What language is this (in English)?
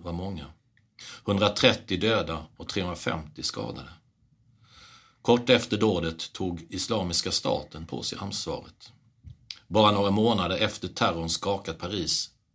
Swedish